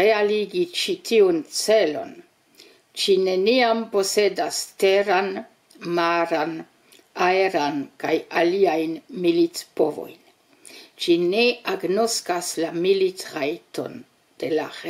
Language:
Esperanto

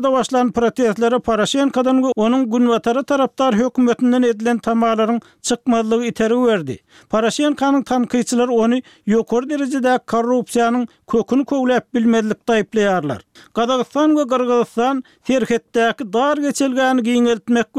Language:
Turkmen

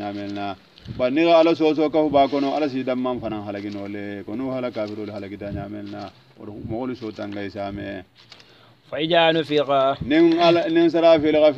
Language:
Hausa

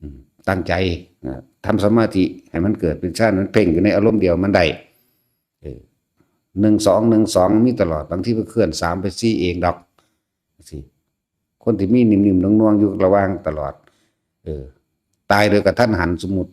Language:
Northeastern Thai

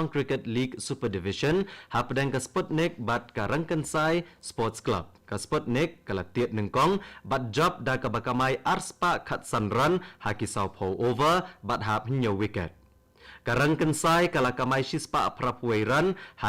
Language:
Khasi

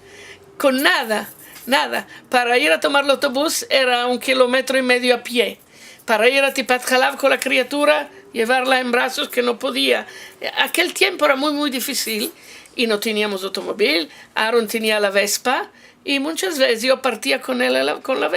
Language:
Ladino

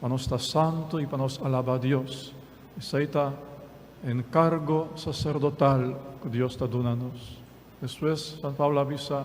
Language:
Papiamento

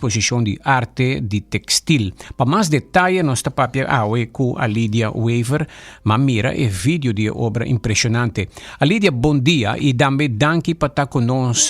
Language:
Papiamento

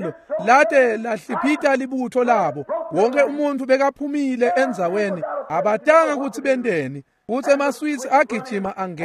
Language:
Swati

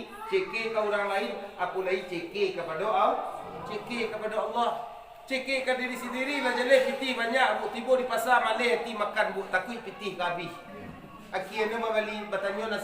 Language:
Minangkabau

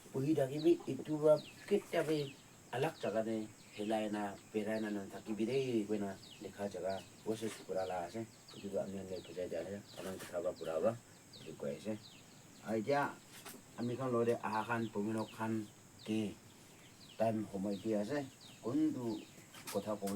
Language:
Naga Pidgin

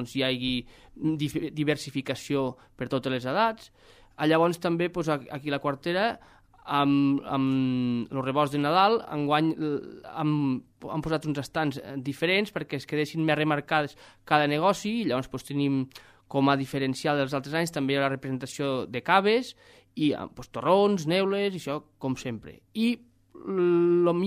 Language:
Catalan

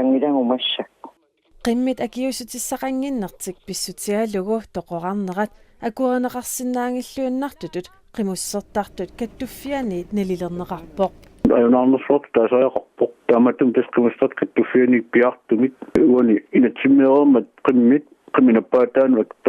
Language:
Kalaallisut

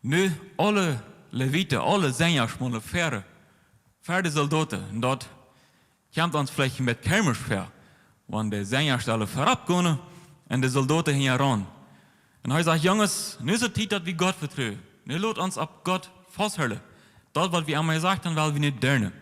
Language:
Plautdietsch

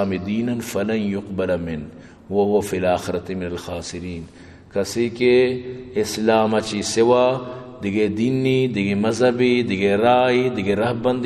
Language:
Eastern Balochi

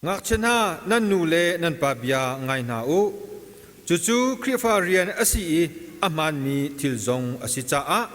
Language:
Hakha Chin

